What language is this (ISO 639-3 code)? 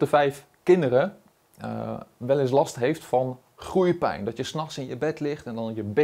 nld